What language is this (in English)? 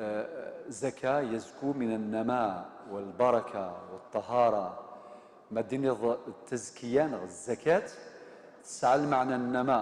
Kabyle